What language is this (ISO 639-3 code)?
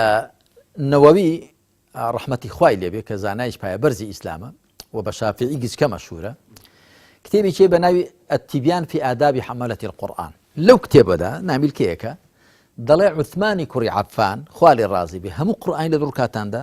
ckb